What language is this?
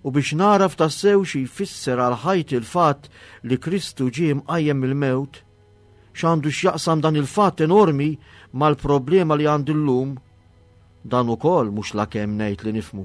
Maltese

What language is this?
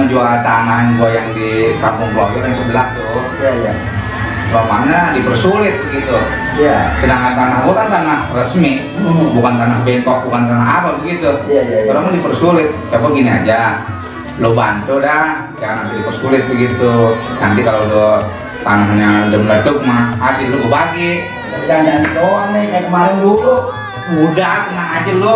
Betawi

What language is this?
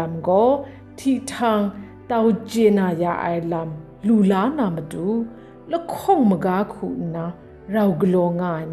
Kachin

